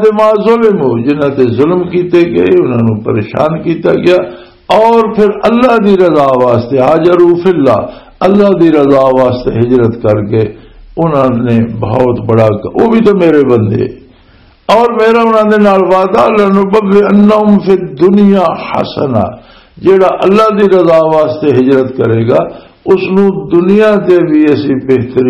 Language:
Western Panjabi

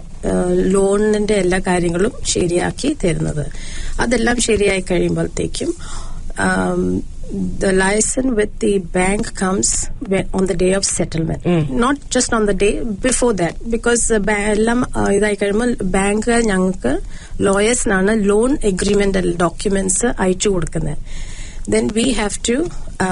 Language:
Malayalam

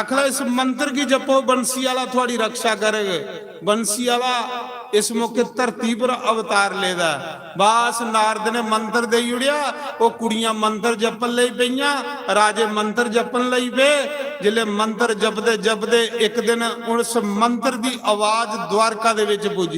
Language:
Dogri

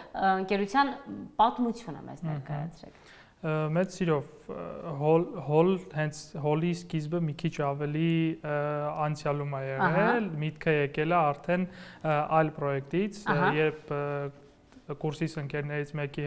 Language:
Armenian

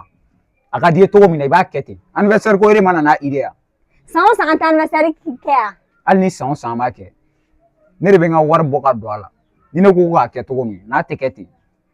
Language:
Bambara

